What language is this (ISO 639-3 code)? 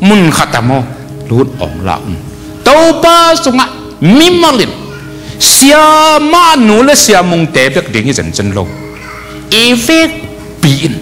ctd